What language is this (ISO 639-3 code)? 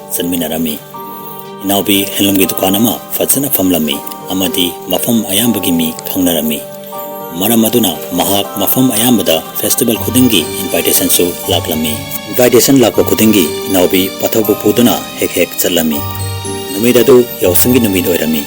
mni